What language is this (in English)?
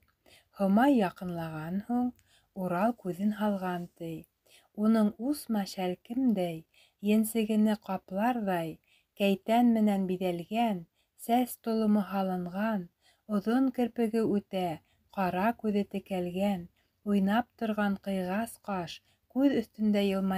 Bashkir